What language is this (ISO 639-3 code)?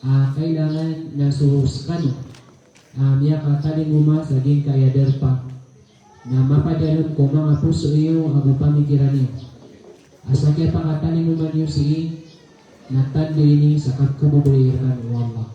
mrw